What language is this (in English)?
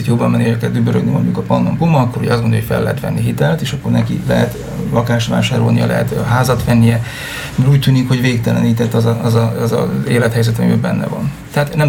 Hungarian